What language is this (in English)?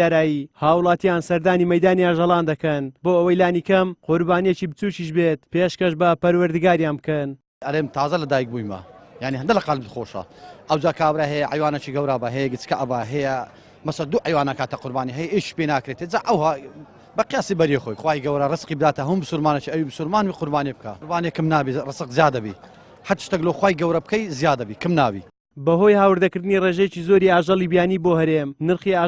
Central Kurdish